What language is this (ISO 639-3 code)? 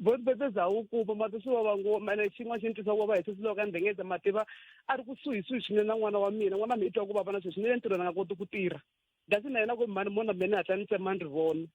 tso